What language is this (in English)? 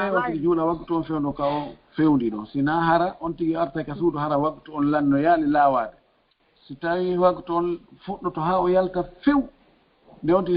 Fula